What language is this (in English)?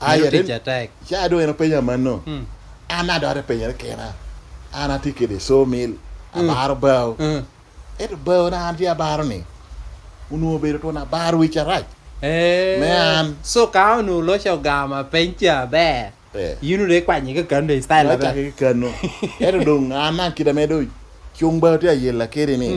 Lango (Uganda)